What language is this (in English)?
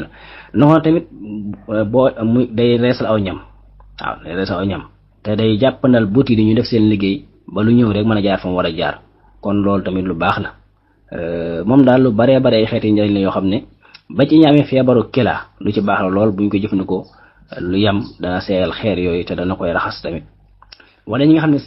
Wolof